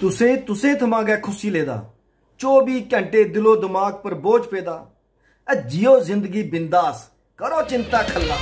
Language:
Dogri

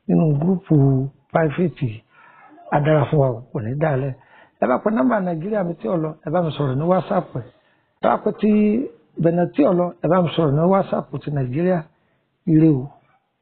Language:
Yoruba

